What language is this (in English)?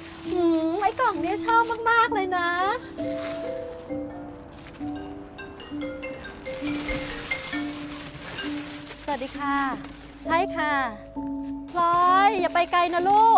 Thai